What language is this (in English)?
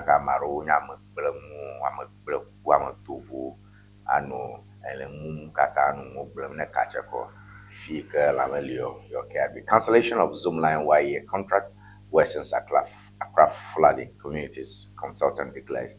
Ewe